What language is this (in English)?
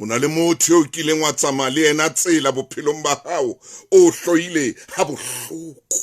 Southern Sotho